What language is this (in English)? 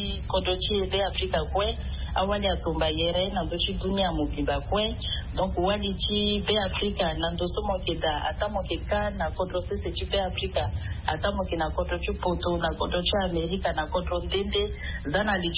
Sango